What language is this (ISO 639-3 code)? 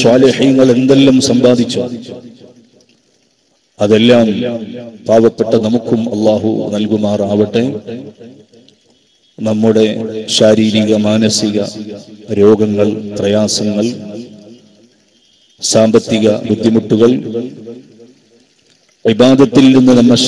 mal